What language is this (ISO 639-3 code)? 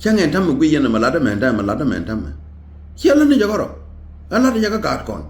nus